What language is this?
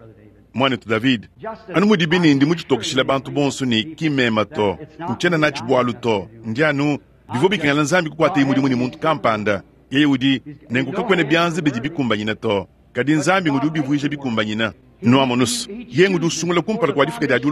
Luba-Lulua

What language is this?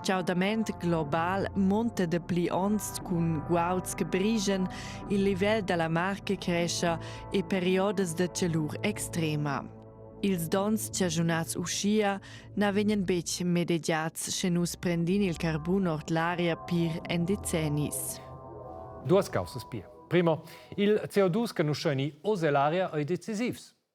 Romansh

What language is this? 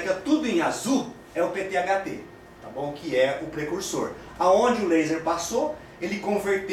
Portuguese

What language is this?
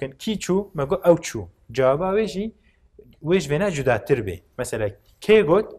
Kurdish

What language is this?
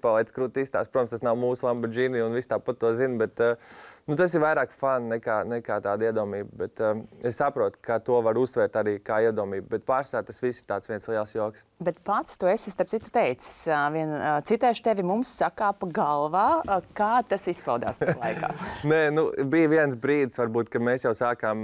Latvian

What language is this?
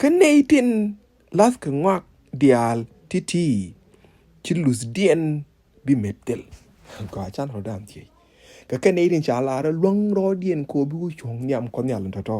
Nuer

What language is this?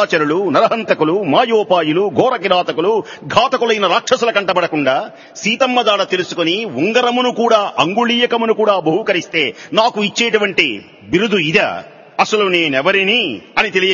Telugu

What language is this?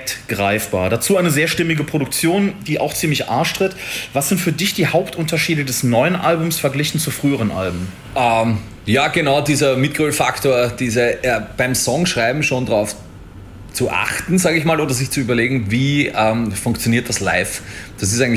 German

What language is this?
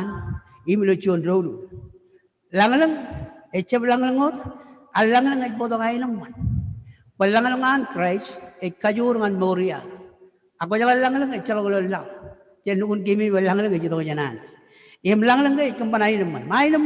Marshallese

